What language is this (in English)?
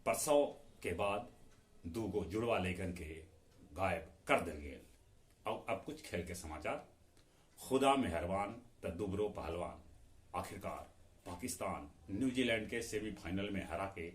Magahi